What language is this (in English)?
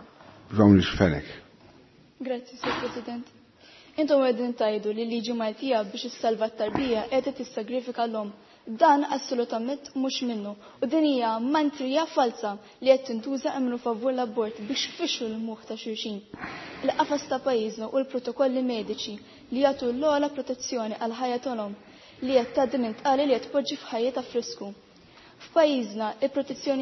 Maltese